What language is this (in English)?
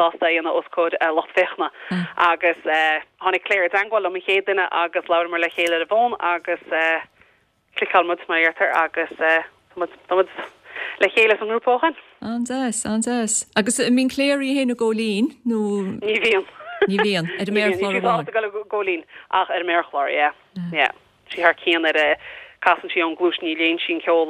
Irish